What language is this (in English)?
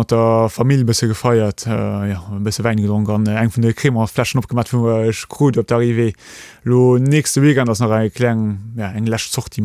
Luxembourgish